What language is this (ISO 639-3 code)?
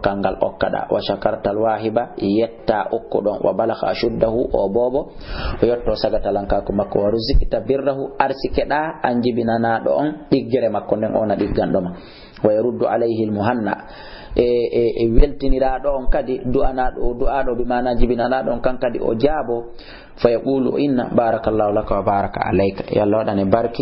ful